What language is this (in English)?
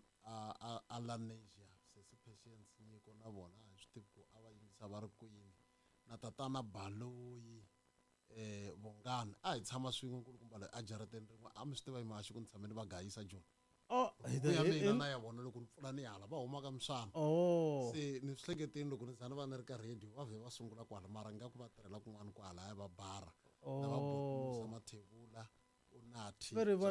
Tsonga